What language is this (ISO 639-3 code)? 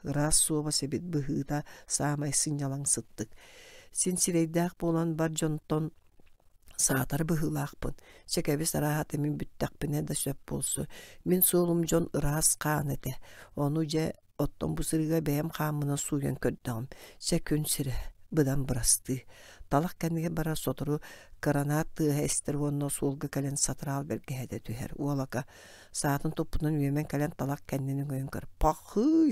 sah